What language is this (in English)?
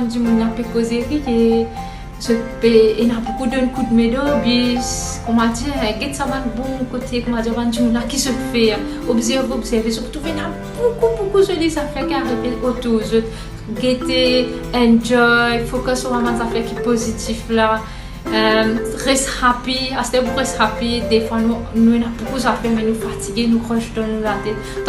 Morisyen